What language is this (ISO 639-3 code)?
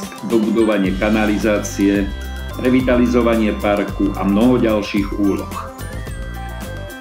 slk